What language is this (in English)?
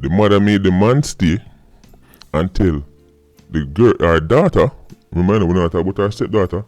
Jamaican Creole English